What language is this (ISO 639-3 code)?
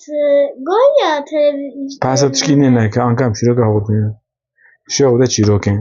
kur